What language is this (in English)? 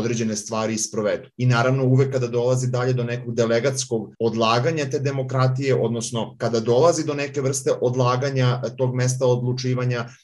Serbian